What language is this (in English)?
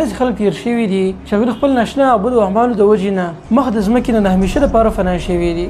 Pashto